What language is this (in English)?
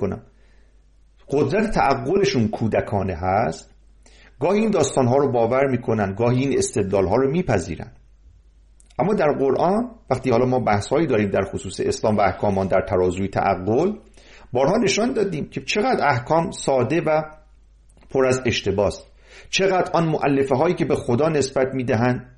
Persian